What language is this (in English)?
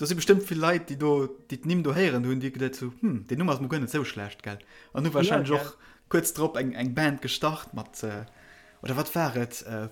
Luxembourgish